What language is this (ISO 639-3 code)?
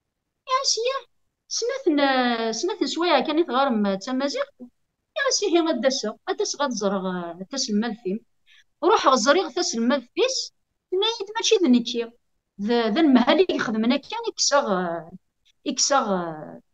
kab